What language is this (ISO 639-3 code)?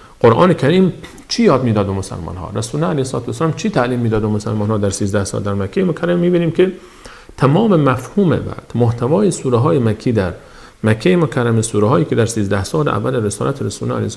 fas